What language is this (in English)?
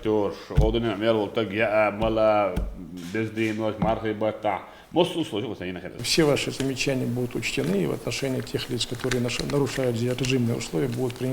Chechen